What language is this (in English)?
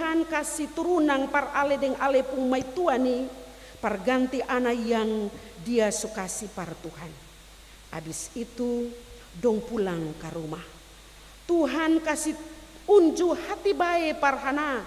Ambonese Malay